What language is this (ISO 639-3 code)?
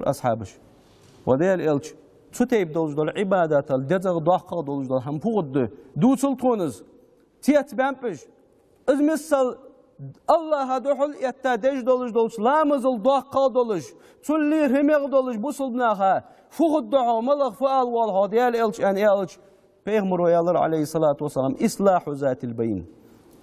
inh